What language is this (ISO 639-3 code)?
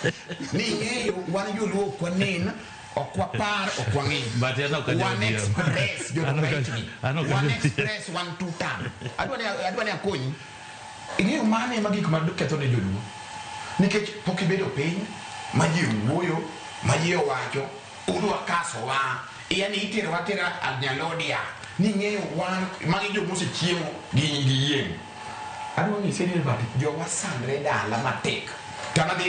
luo